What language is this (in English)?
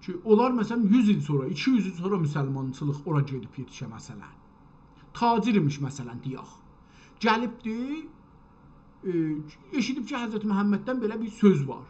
South Azerbaijani